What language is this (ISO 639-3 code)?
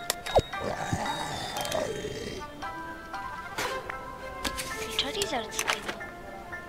pol